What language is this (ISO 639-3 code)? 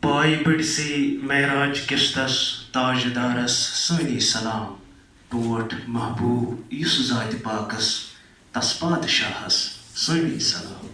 kas